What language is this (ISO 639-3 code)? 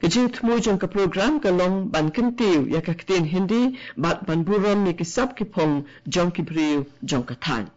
kha